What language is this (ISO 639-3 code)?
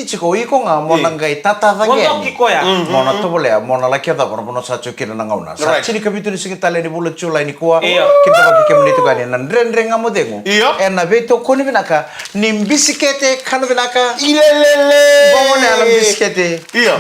fij